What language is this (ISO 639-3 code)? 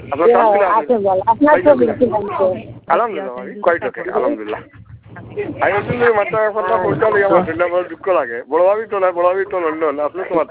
ben